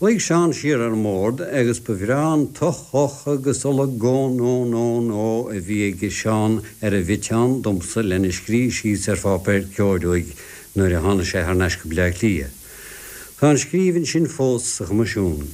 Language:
Irish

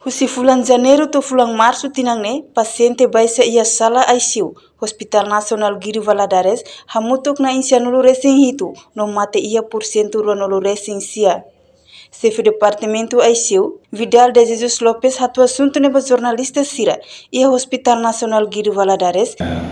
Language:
Tetum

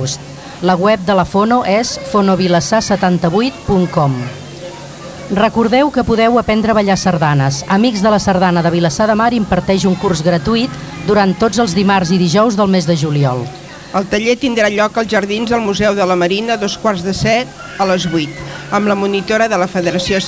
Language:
Catalan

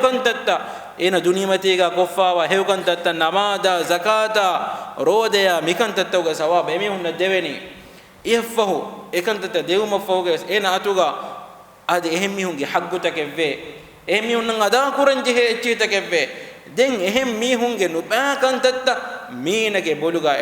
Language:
Divehi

